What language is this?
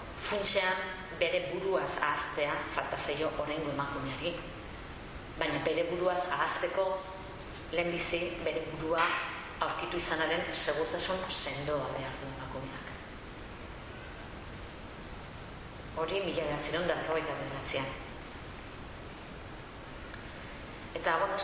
Basque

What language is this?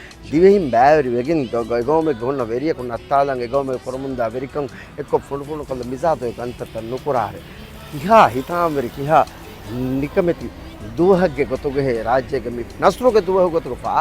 Divehi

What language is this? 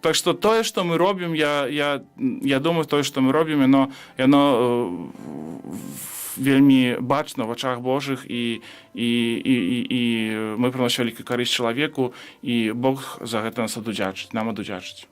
Belarusian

